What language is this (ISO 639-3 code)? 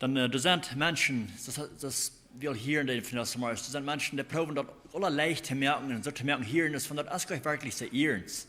pdt